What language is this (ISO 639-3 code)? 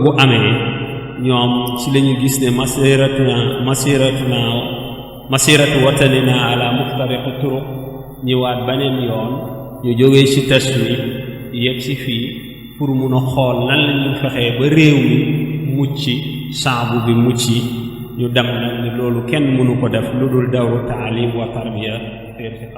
wol